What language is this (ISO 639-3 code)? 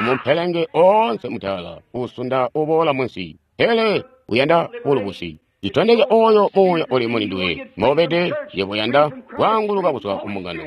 toi